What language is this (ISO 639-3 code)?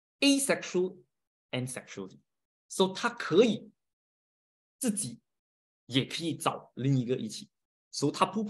zho